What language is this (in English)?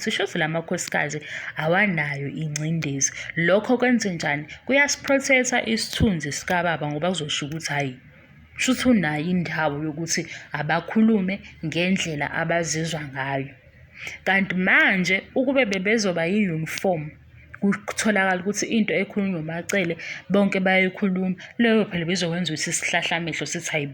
Zulu